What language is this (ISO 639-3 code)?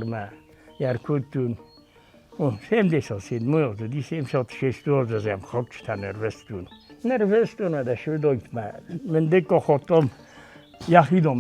oss